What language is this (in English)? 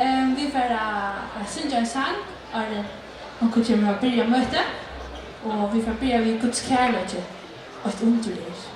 Faroese